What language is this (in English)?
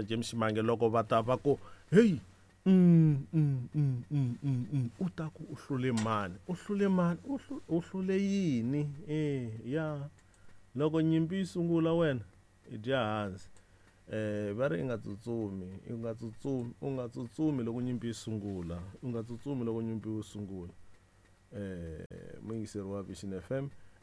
Tsonga